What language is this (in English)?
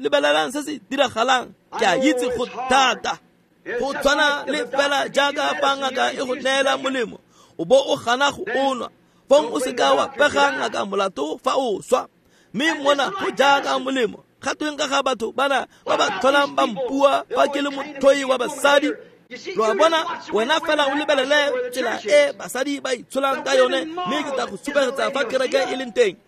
Tswana